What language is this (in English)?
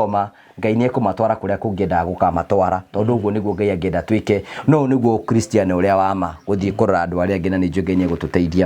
Kikuyu